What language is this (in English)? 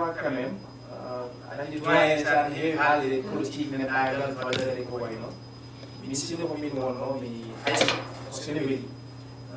Fula